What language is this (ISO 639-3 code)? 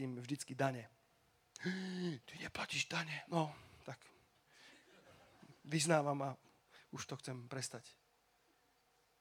slk